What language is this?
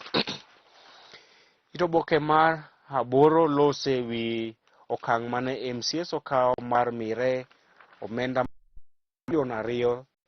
Luo (Kenya and Tanzania)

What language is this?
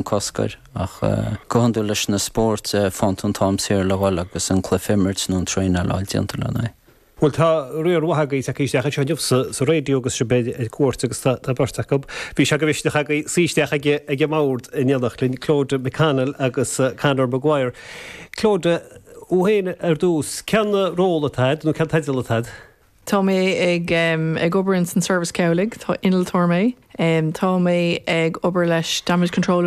Irish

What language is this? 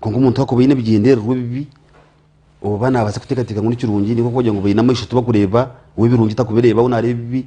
Nyankole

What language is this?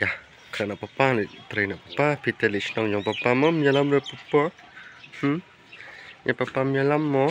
Khasi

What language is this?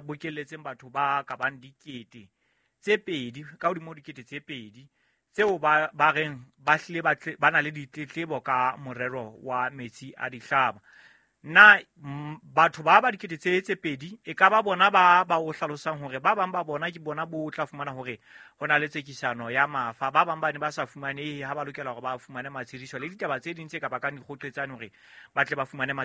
Southern Sotho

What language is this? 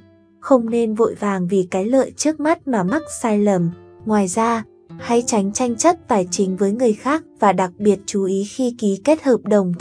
Vietnamese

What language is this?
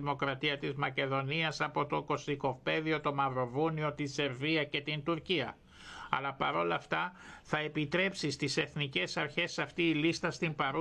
Greek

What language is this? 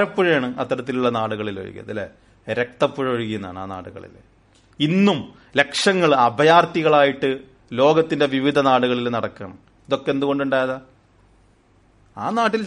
Malayalam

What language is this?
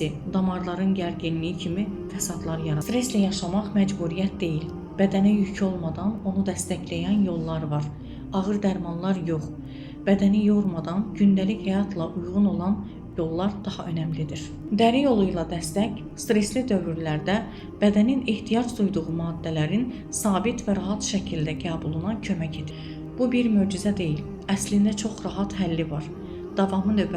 Azerbaijani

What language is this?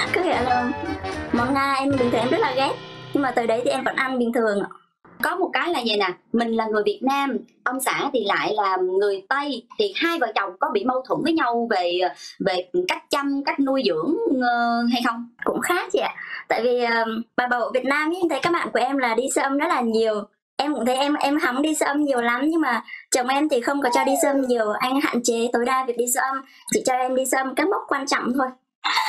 Vietnamese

